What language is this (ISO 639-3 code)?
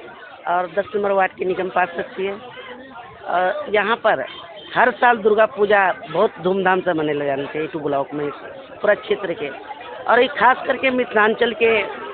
mai